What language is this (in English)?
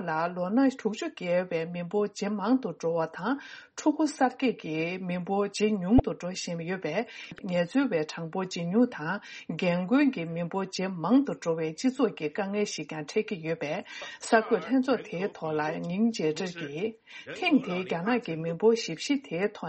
Tibetan